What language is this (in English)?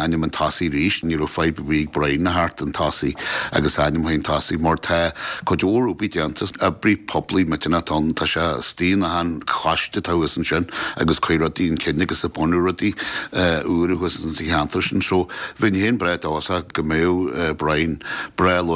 Irish